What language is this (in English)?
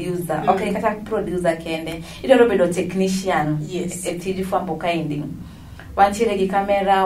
Luo (Kenya and Tanzania)